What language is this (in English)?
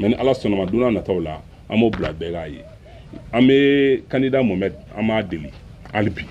Bambara